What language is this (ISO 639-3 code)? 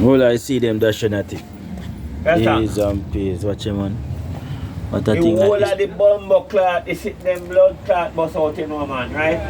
jam